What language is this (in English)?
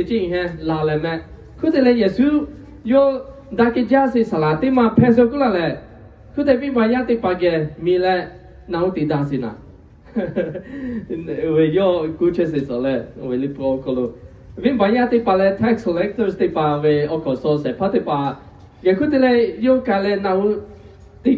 Lahu